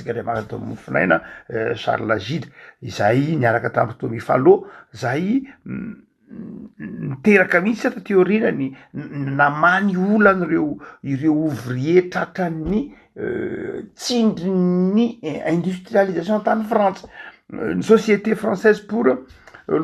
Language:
Malagasy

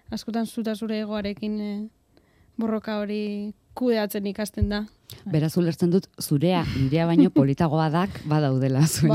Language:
Basque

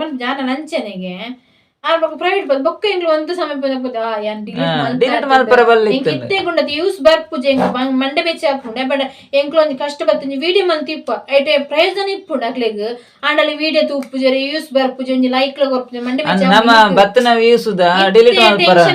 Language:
Tulu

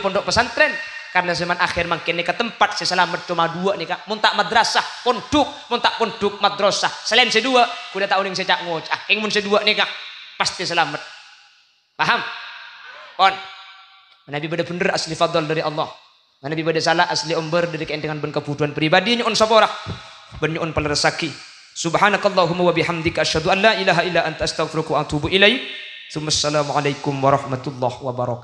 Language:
Madurese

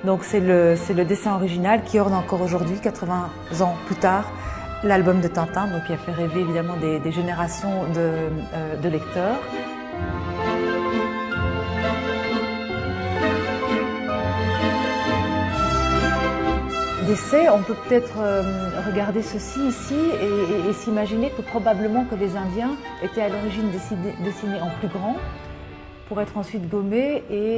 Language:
French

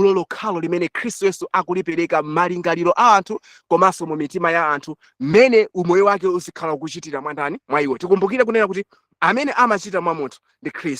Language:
Nyanja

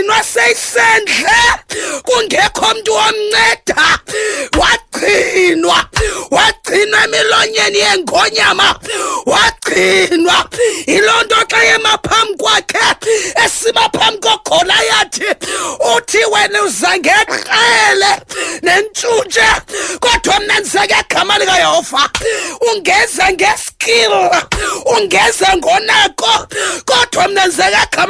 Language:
Xhosa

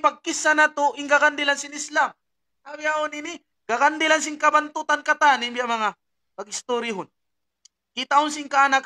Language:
Tausug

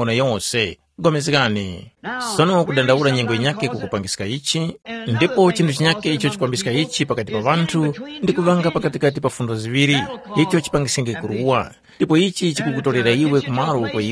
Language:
Tumbuka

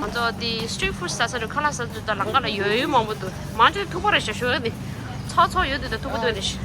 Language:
Tibetan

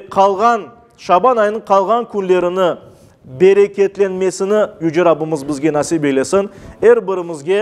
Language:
Crimean Tatar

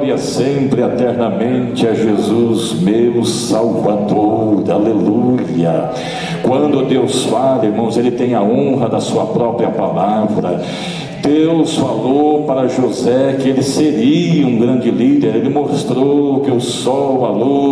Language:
Portuguese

